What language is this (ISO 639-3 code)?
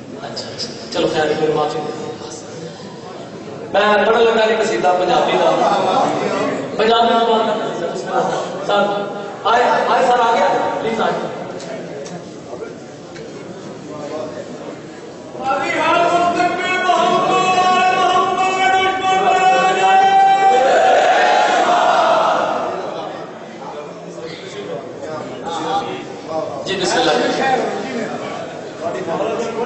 urd